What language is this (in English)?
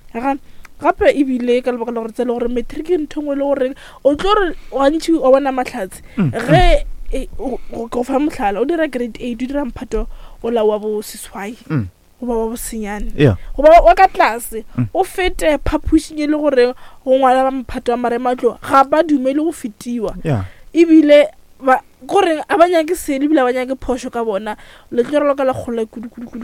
Northern Sotho